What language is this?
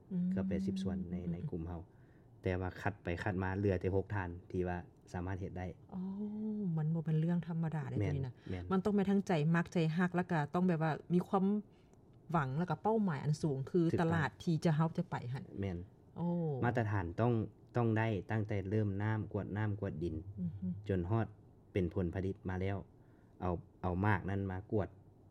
Lao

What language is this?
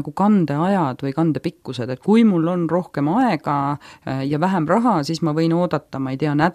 Estonian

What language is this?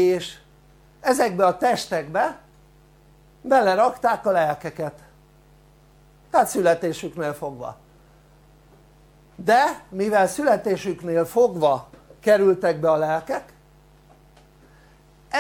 Hungarian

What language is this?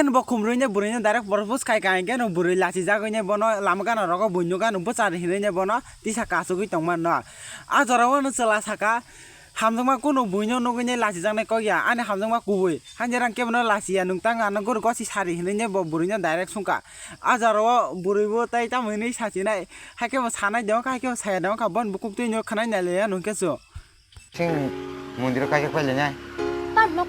Kok Borok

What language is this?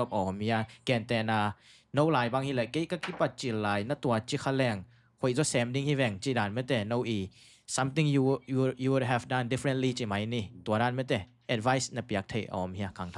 Tedim Chin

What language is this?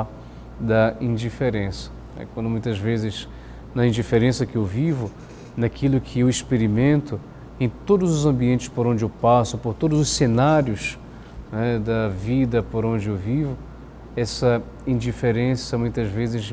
Portuguese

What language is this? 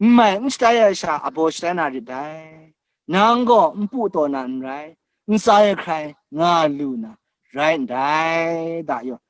Kachin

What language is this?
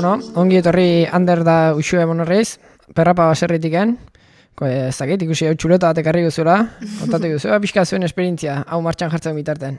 Basque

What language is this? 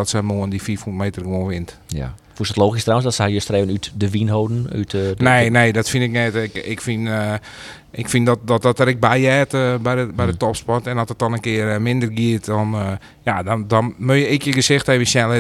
Western Frisian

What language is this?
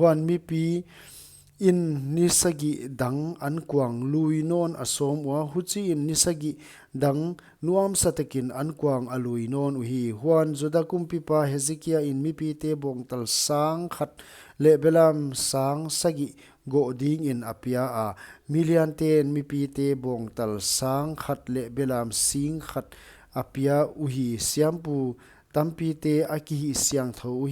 Paite Chin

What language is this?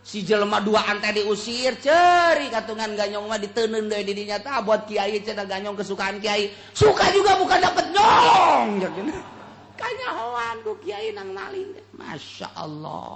Sundanese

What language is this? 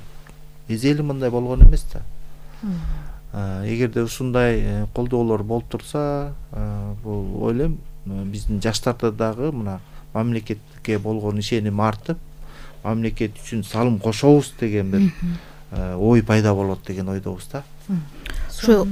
Kyrgyz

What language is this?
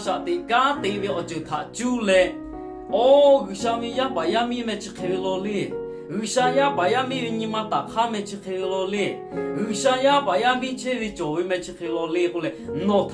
Lahu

